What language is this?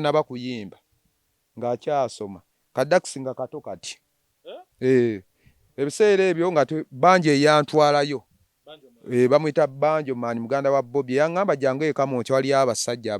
Ganda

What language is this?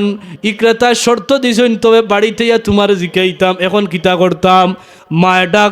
Sylheti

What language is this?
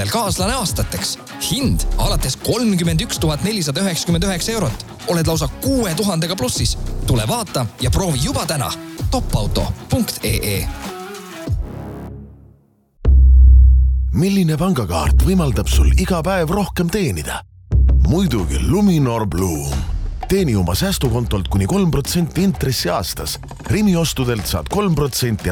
Estonian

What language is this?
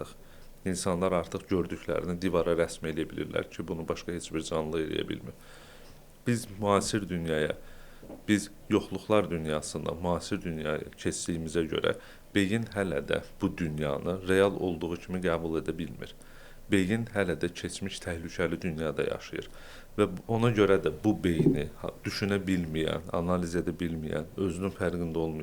Azerbaijani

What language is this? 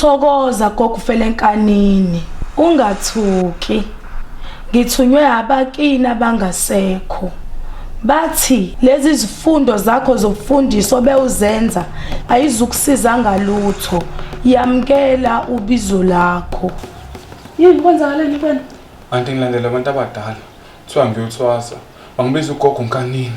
Zulu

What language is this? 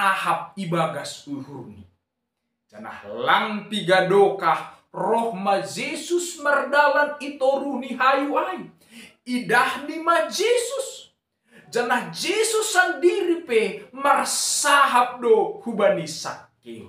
Batak Simalungun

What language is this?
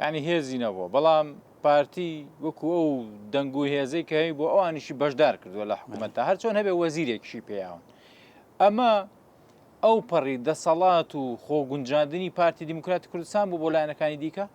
Central Kurdish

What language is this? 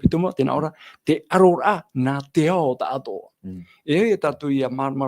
Tahitian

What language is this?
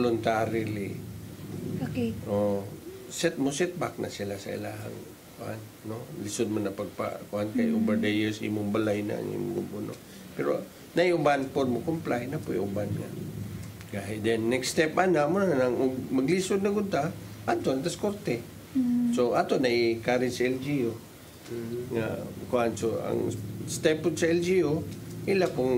Cebuano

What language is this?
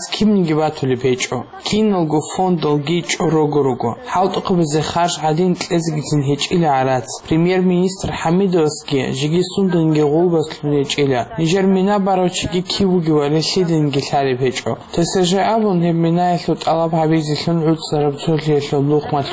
Avaric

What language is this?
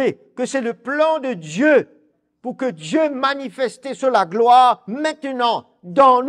Morisyen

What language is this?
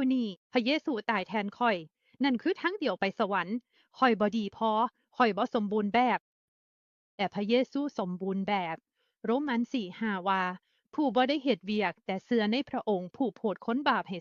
Lao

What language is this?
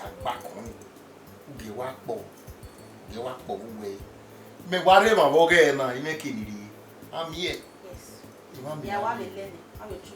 Bini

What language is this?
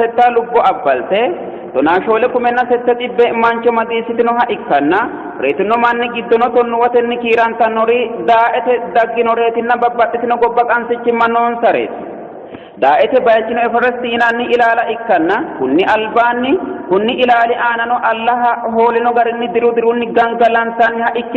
Sidamo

